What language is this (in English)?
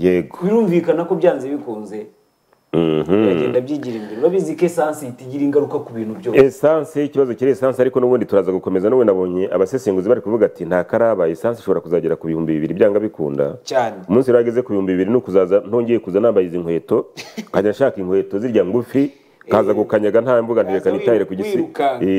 Kinyarwanda